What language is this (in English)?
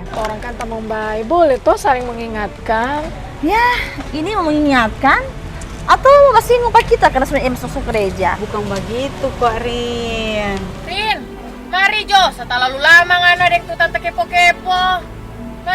Manado Malay